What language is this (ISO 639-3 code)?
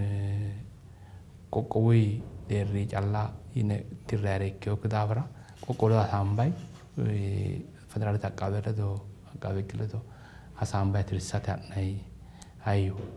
sid